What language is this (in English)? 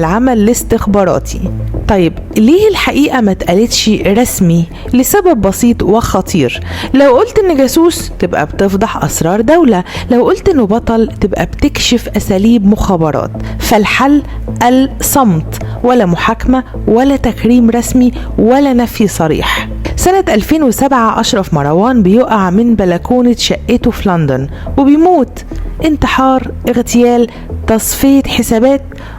Egyptian Arabic